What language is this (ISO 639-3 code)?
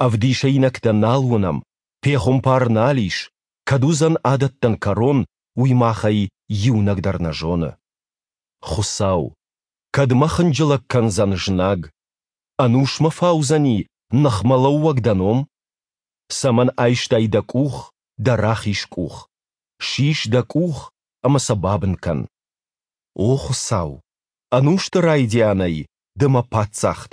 oss